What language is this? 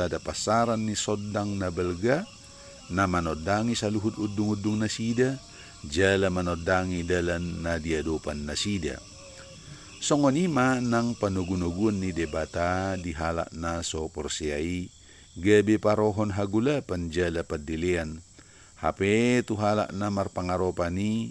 Batak Toba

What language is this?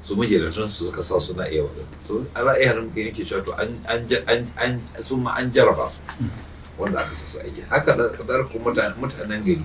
Hausa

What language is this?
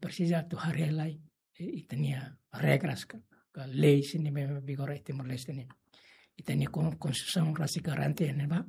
Tetum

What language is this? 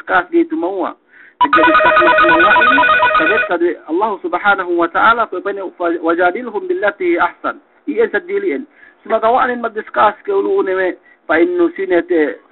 Yakan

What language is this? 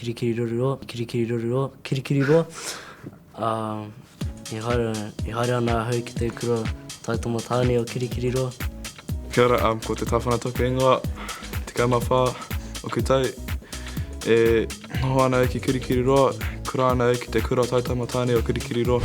Māori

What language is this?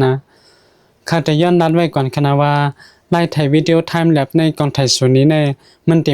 Shan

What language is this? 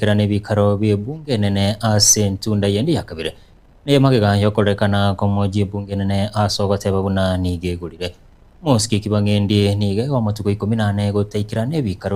Gusii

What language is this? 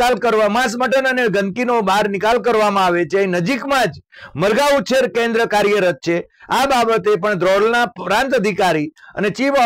Gujarati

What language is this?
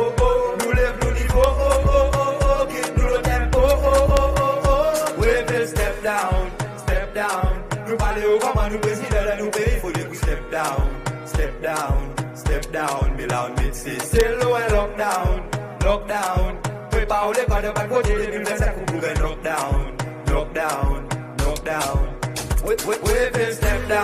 Seselwa Creole French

